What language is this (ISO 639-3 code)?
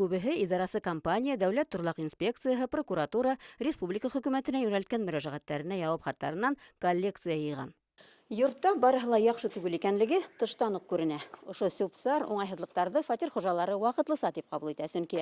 bak